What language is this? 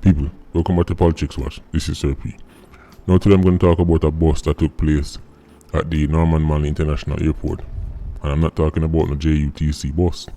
Jamaican Creole English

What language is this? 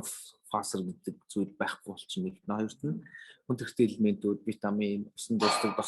Mongolian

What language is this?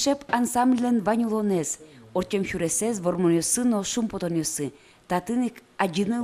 Udmurt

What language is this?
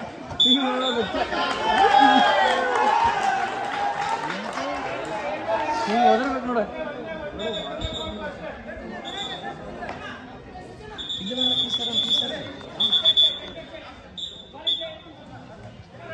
Kannada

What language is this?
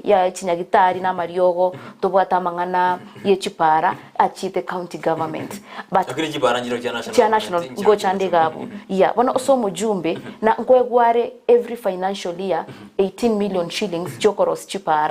Gusii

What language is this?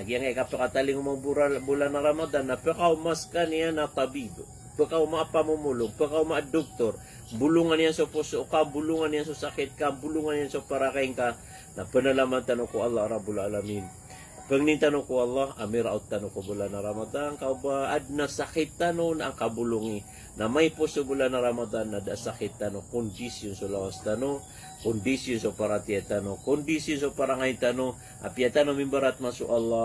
Maranao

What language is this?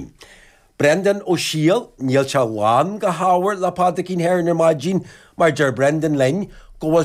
Irish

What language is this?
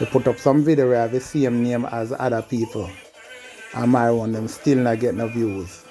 Jamaican Creole English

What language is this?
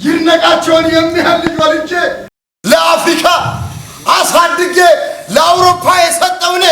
Amharic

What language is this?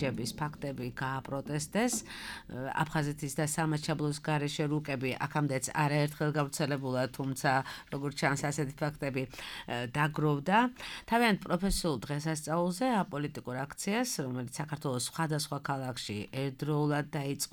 Georgian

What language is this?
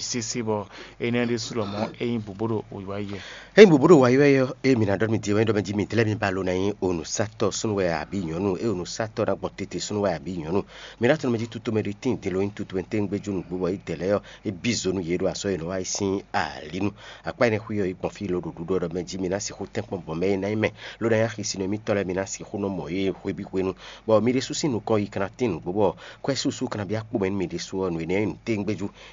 Fon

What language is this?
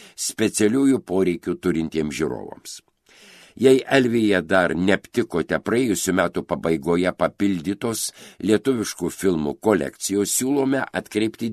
Lithuanian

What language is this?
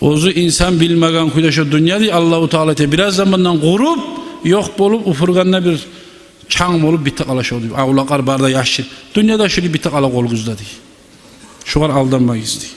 Kumyk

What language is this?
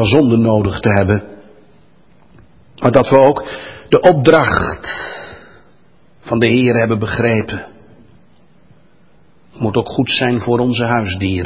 Dutch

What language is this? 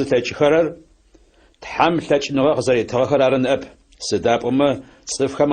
Adyghe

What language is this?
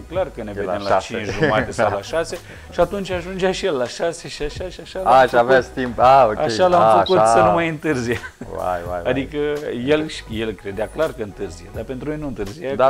Romanian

